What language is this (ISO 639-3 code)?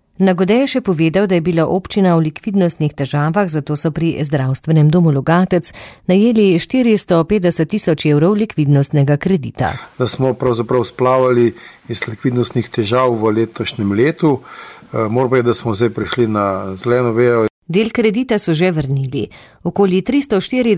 slv